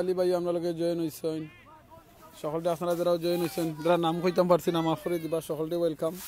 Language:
Sylheti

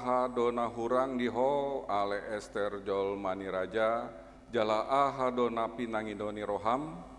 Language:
Batak Toba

